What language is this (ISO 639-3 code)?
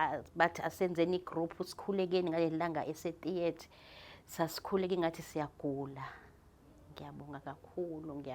zul